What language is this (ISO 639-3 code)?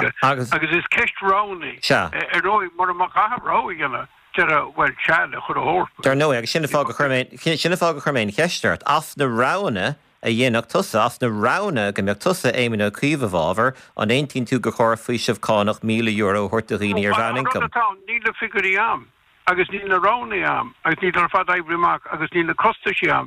gle